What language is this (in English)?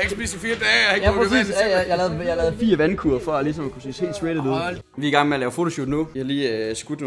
Danish